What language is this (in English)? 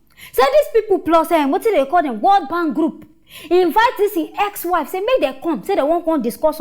Nigerian Pidgin